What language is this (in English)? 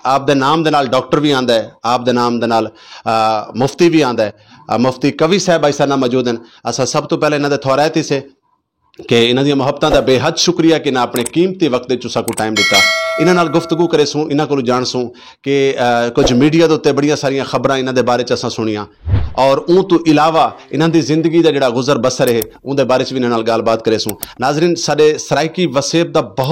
Saraiki